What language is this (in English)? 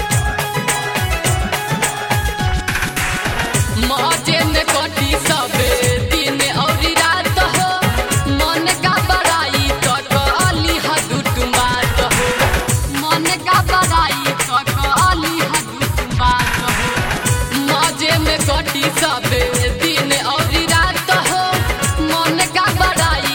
Bhojpuri